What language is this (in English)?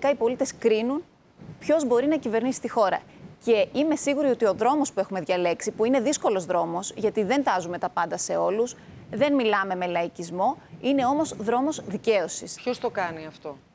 Greek